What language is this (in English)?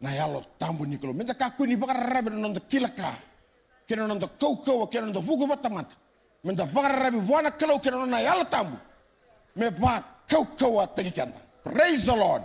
Fijian